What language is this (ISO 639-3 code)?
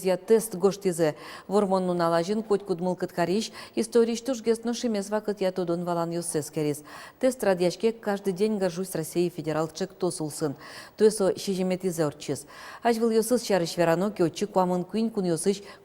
udm